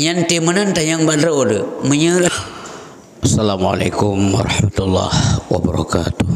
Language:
Achinese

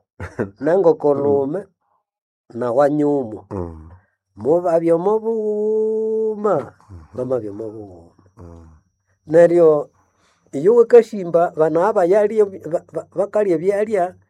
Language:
Nande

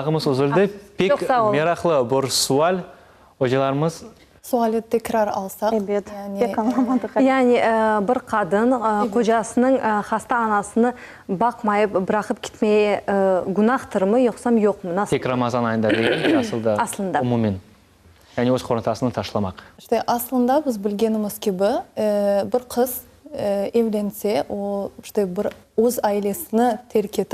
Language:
Crimean Tatar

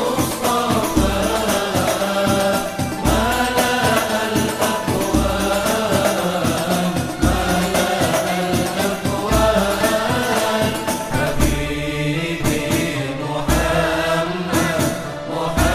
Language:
Arabic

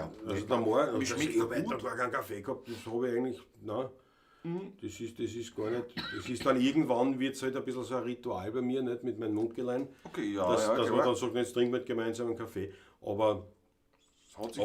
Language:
Bavarian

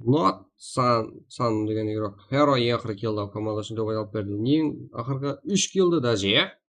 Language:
Kara-Kalpak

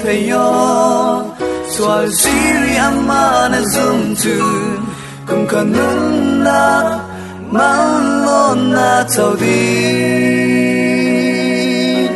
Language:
Falam Chin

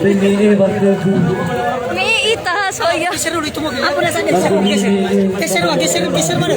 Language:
Nias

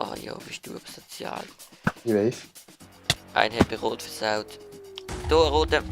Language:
Swiss German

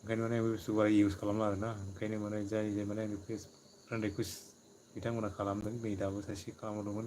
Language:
Bodo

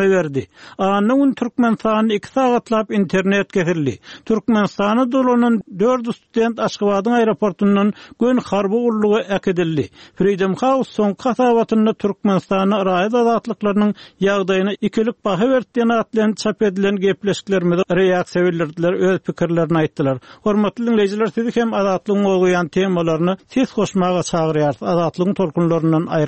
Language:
Turkmen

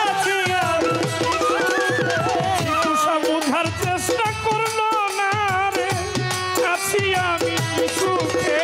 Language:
Bangla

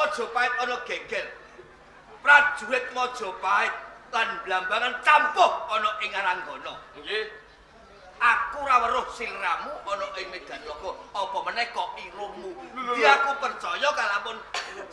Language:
Javanese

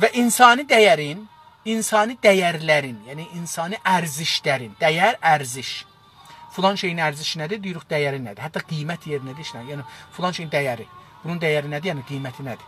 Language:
South Azerbaijani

